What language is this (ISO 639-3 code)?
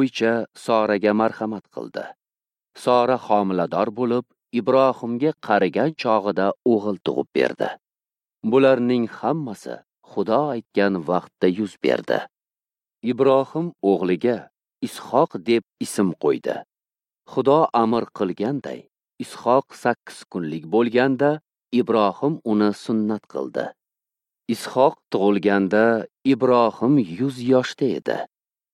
uzb